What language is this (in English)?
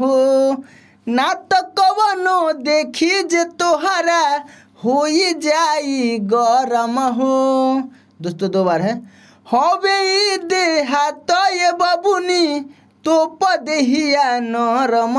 Bhojpuri